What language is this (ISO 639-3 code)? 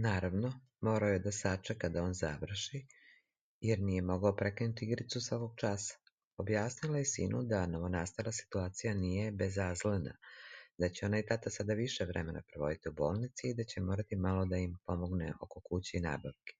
srp